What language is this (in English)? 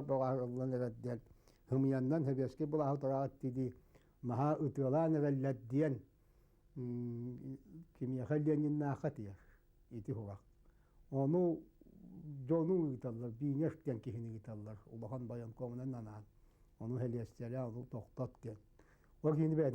Yakut